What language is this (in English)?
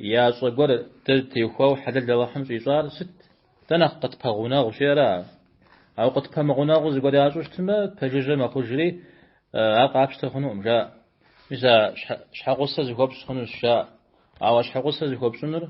Kabardian